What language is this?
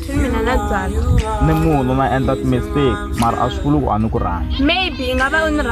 Tsonga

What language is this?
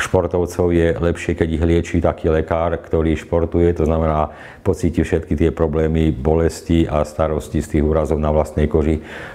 Slovak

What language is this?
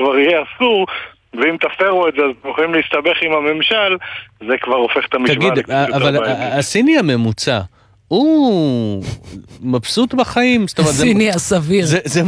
Hebrew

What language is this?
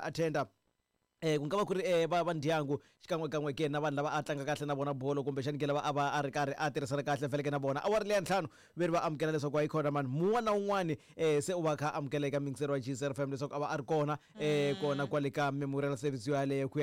Tsonga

